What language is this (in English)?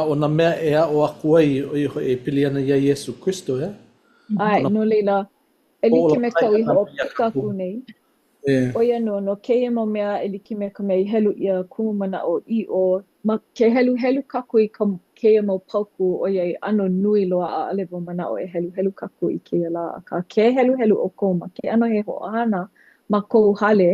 Hawaiian